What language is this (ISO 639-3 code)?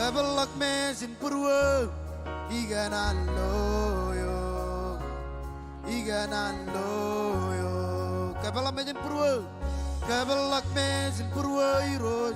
mah